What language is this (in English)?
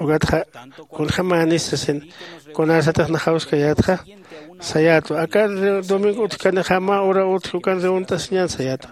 Aymara